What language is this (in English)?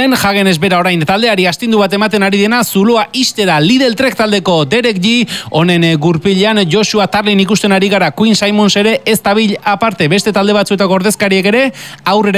Basque